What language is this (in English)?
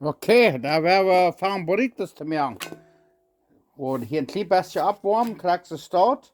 Plautdietsch